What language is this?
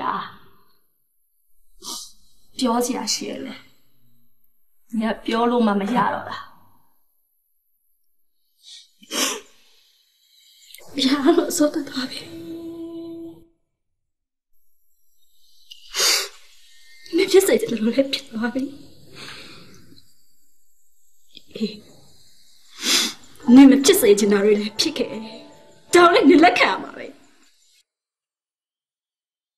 Burmese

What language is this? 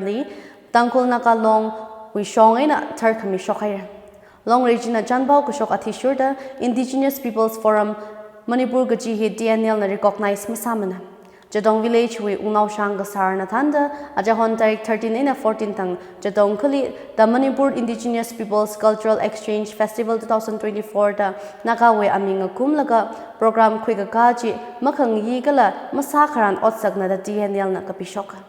Tangkhul Naga (India)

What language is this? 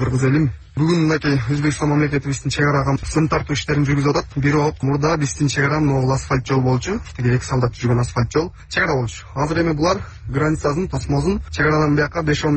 Kyrgyz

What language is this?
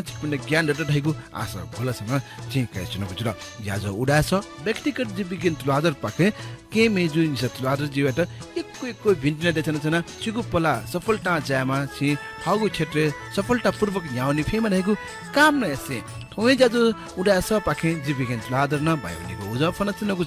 Newari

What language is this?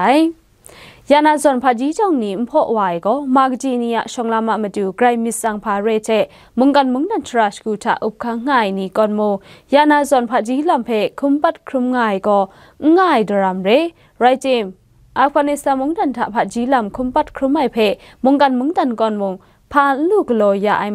Kachin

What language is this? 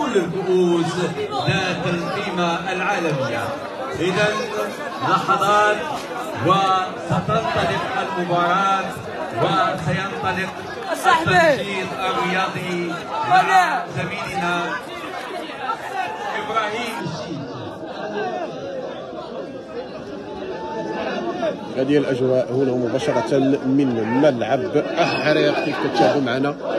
Moroccan Arabic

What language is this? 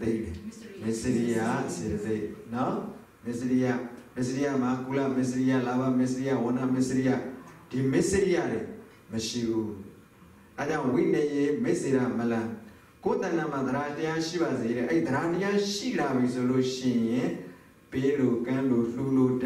Burmese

